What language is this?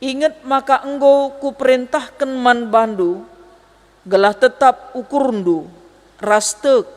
Batak Karo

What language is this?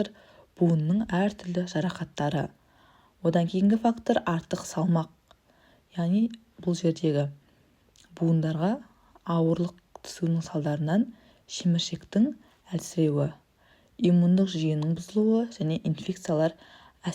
Kazakh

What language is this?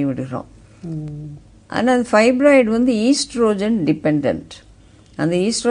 Tamil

